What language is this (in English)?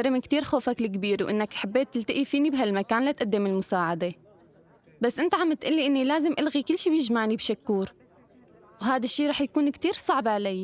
North Levantine Arabic